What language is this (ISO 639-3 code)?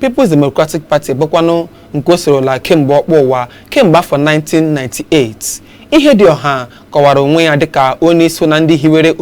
ibo